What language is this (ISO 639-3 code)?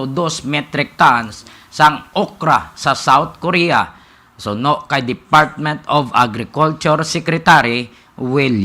hil